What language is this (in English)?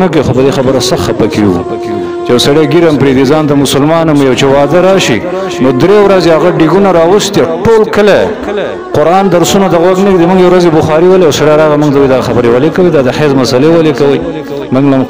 Pashto